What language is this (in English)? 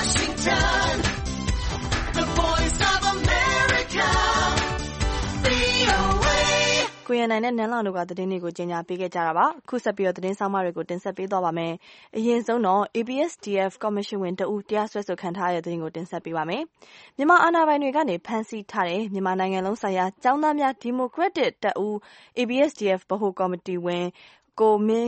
Burmese